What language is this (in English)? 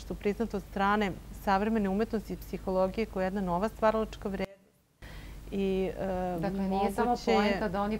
Serbian